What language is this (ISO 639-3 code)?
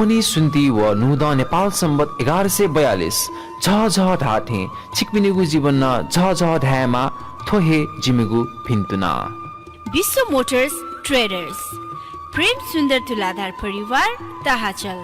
new